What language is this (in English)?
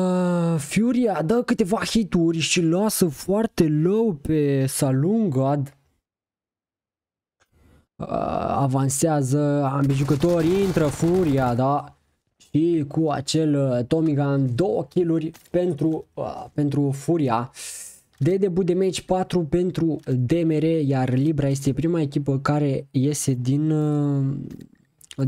Romanian